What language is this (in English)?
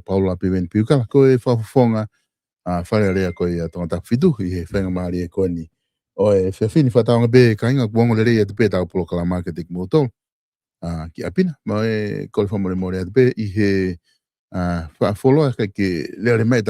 Tongan